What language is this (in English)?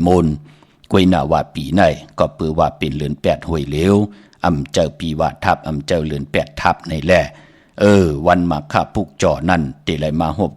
Shan